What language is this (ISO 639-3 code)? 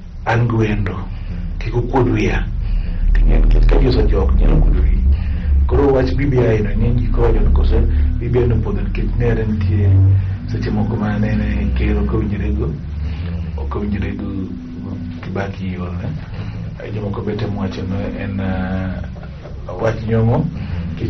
luo